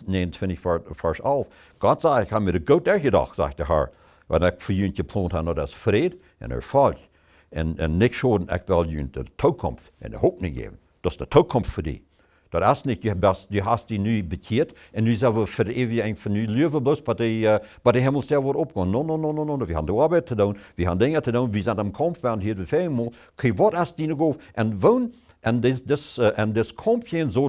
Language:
Plautdietsch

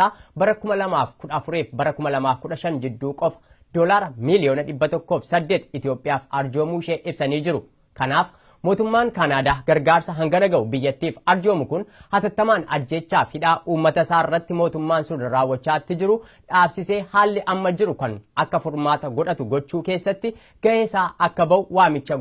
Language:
Oromo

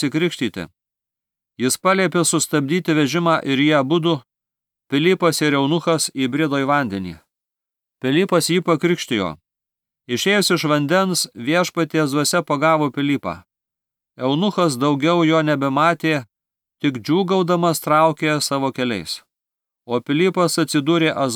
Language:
Lithuanian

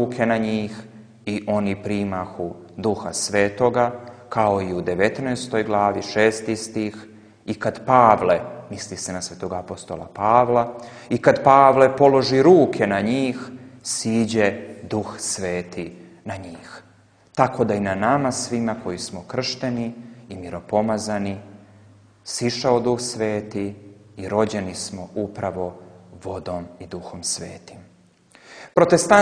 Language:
Serbian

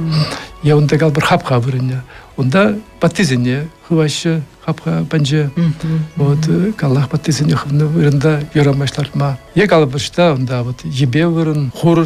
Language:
Chuvash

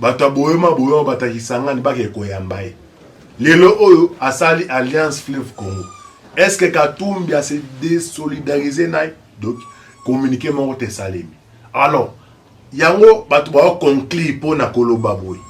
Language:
Lingala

